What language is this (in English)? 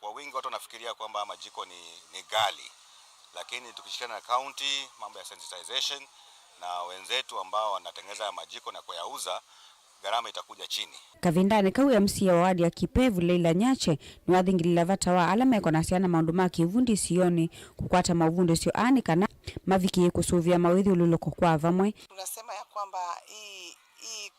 Kamba